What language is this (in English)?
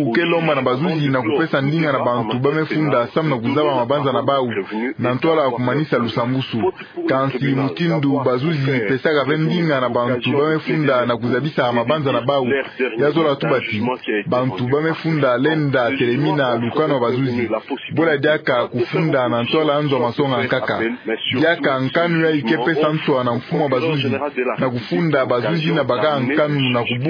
Kituba (Democratic Republic of Congo)